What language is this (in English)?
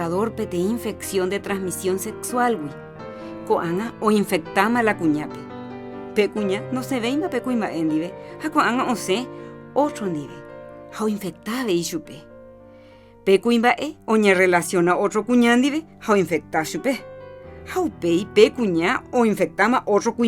Guarani